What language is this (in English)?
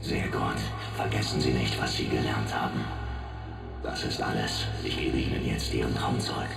Bavarian